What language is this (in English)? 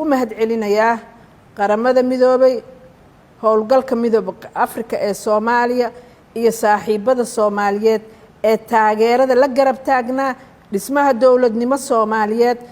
Somali